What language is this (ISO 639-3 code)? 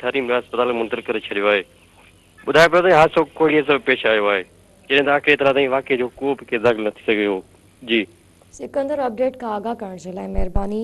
snd